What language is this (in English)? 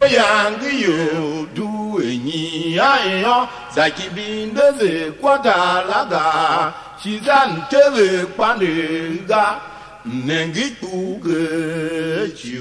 Tiv